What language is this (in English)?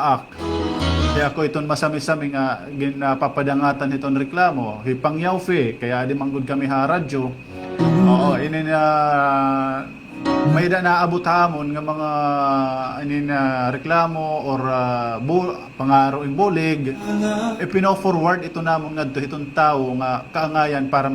Waray